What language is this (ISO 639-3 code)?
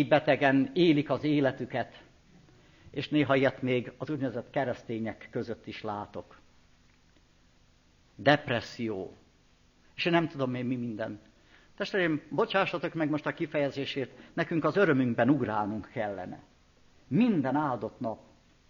hun